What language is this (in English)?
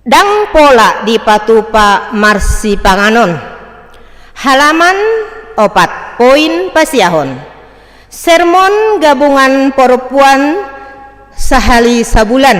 Batak Toba